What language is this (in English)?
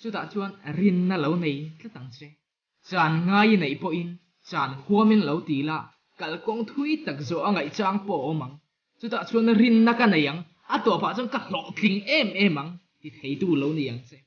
Mizo